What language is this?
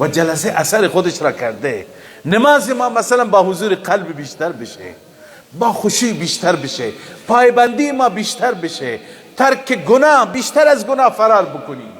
Persian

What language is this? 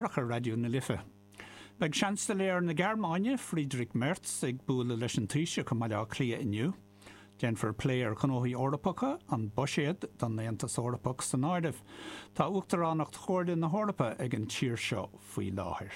Irish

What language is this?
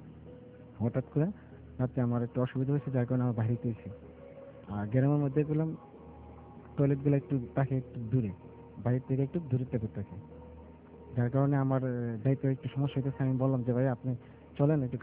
Bangla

